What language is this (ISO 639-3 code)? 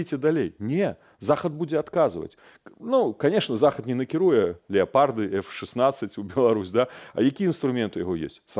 bel